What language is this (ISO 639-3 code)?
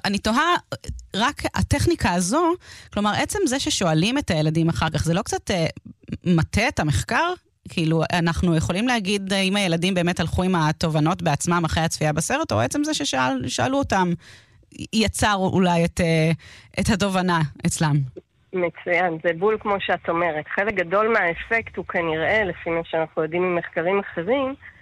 heb